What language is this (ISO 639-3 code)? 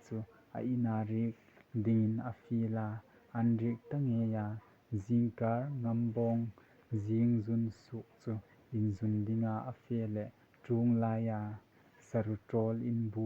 hmr